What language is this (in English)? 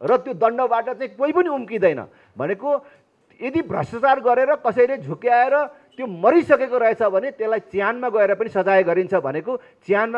Nepali